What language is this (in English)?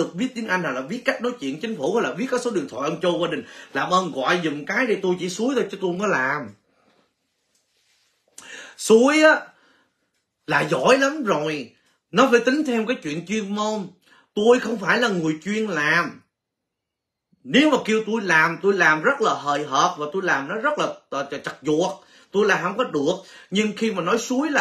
Vietnamese